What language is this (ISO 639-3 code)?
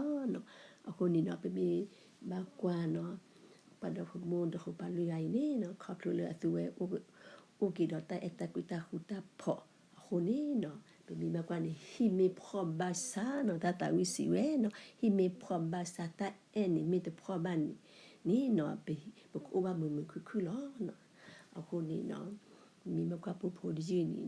ksw